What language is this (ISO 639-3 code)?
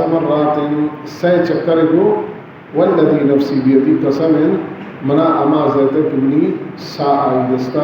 bal